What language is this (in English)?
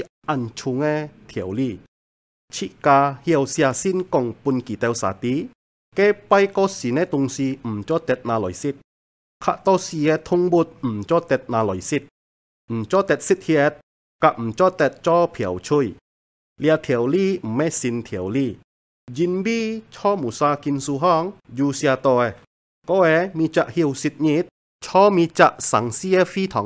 Hakka Chinese